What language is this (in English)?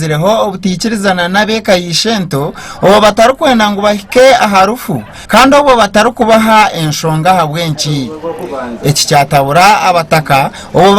Nyankole